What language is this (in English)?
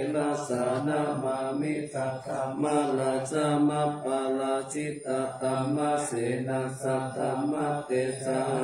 Pali